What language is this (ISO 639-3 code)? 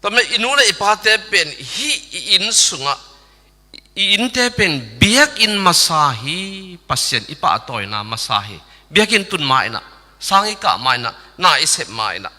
ctd